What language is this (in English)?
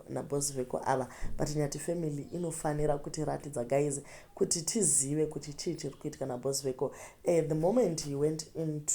Shona